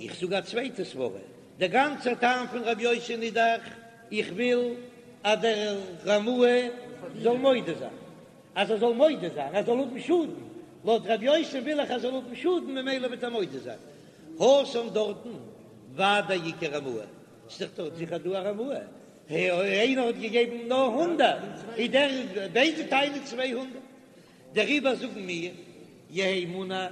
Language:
Yiddish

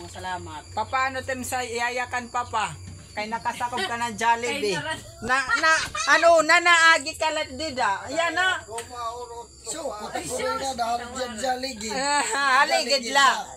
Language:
Waray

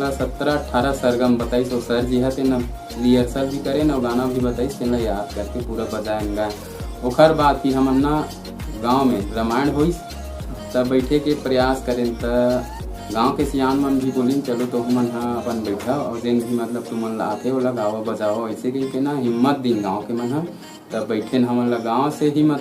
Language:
Chhattisgarhi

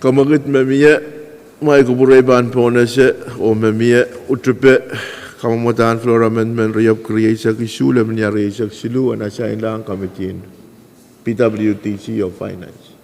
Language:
Pohnpeian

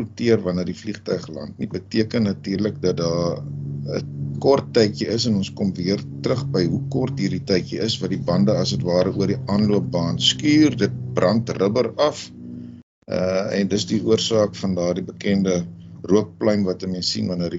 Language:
Afrikaans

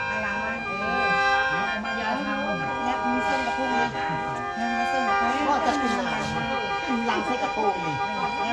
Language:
Northeastern Thai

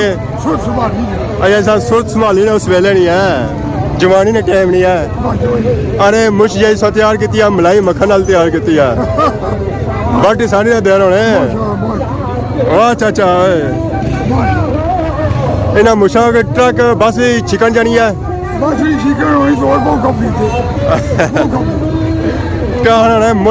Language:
Pahari-Potwari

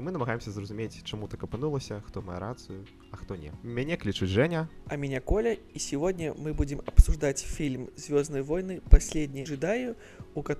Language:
Belarusian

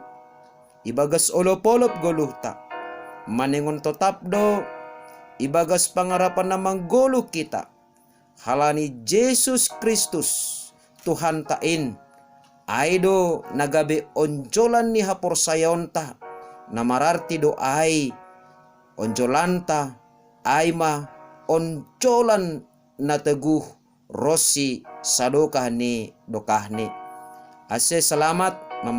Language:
Batak Simalungun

